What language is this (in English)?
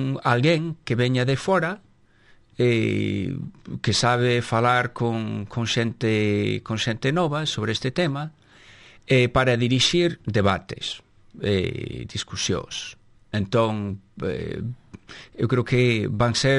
Galician